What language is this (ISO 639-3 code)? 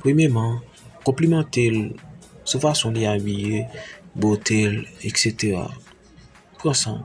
hat